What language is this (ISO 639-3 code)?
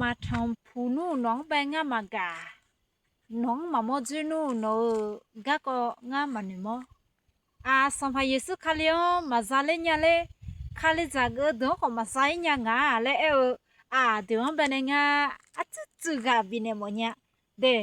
ahk